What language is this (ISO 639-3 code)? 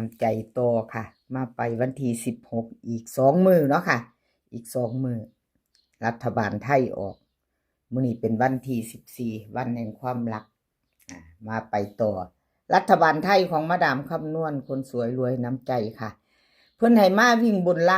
tts